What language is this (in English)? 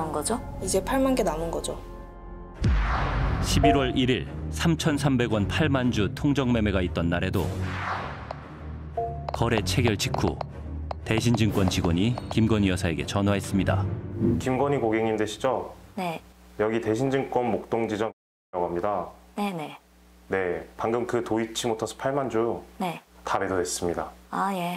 Korean